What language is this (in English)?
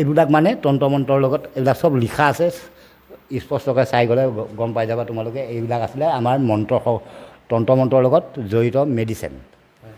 Assamese